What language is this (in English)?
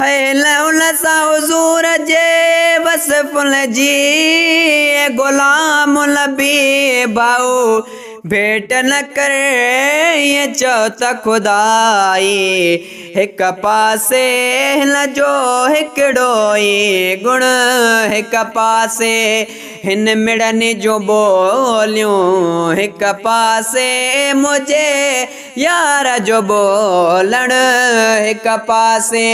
Sindhi